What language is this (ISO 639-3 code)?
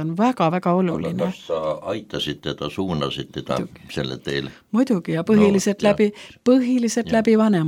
est